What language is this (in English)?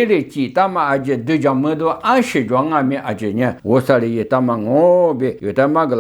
Lisu